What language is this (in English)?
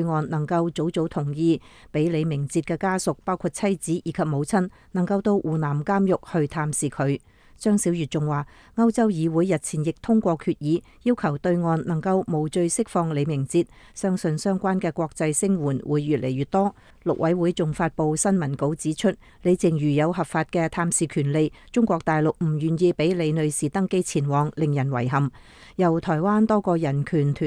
Cantonese